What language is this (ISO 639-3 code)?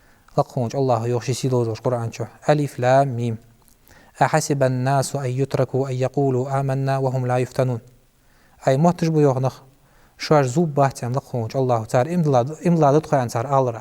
inh